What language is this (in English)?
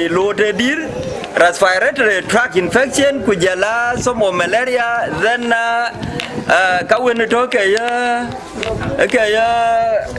Dinka